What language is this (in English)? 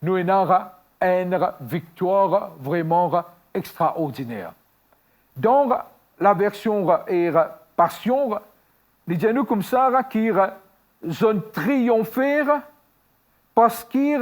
Morisyen